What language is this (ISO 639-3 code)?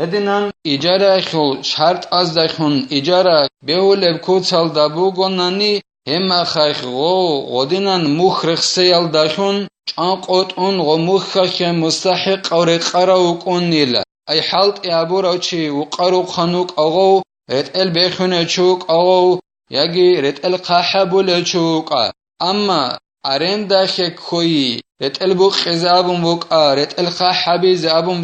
ava